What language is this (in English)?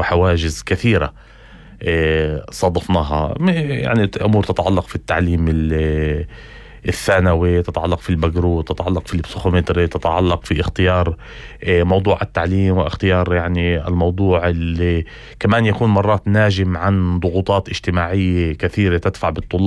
North Levantine Arabic